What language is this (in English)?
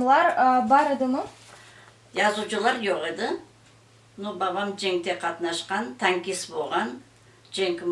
Crimean Tatar